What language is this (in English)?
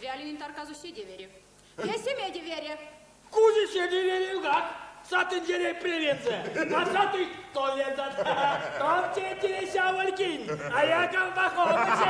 Erzya